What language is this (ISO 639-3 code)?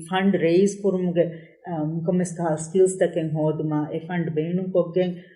div